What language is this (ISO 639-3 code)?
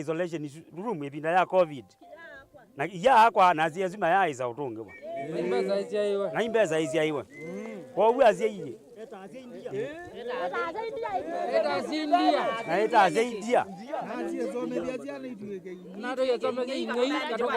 kam